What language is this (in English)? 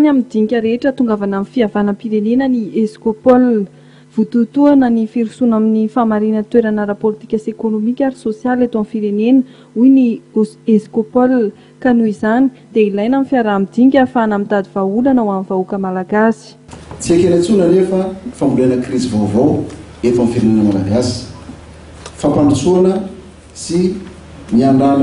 Malagasy